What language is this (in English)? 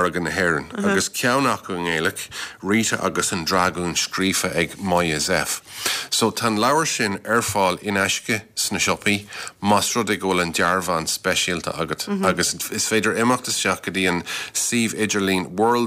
Irish